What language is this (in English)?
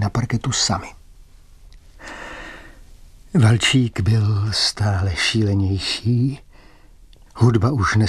Czech